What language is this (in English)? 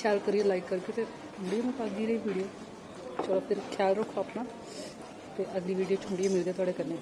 Dogri